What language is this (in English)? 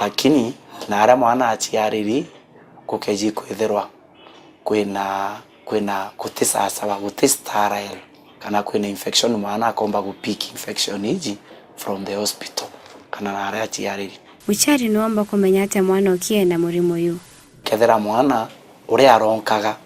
Meru